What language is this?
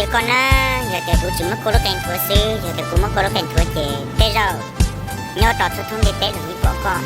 Hmong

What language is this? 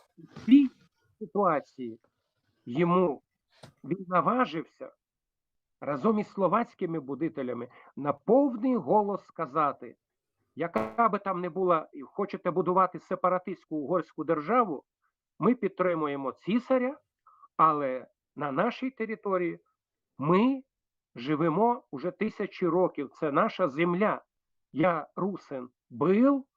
Rusyn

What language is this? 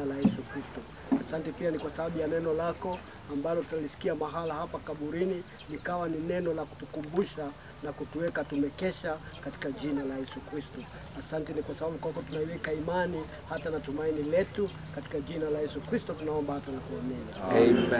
Swahili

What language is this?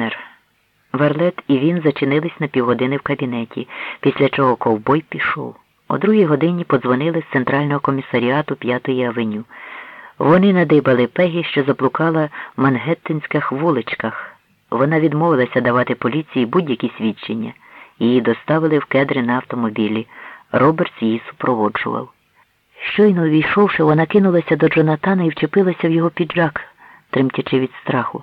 Ukrainian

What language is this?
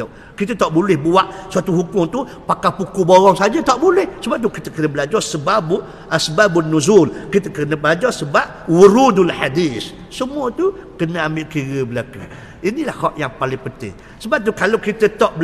Malay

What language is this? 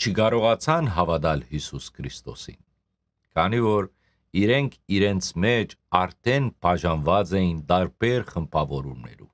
Western Armenian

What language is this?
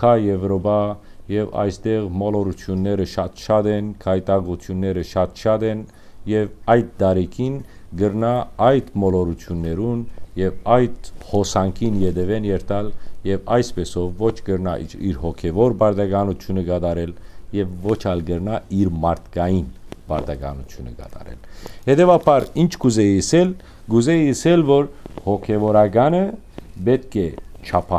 Western Armenian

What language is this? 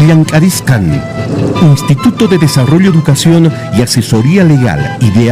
Quechua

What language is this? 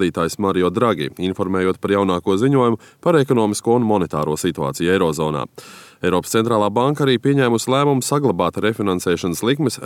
Latvian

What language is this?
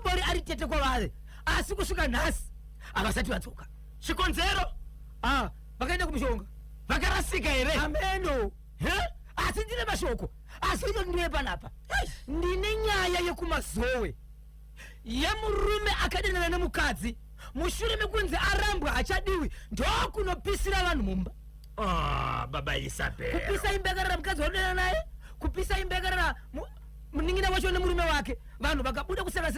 Shona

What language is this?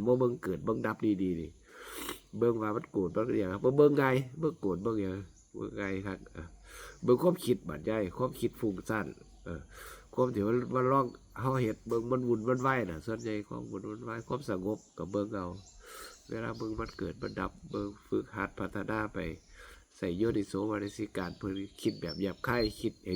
Northeastern Thai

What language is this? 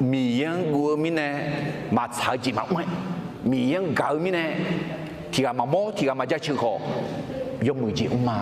Akha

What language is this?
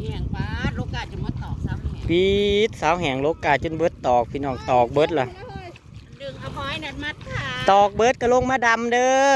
Northeastern Thai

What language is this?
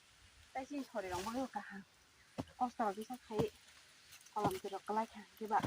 Kok Borok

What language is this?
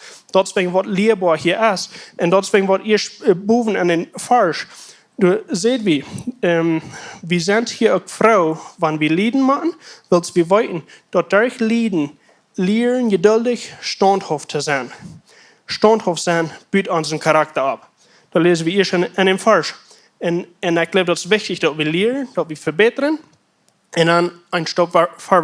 Plautdietsch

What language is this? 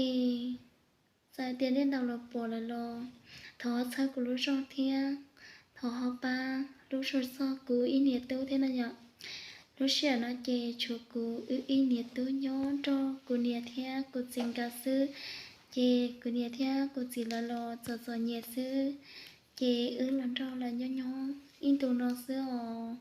Hmong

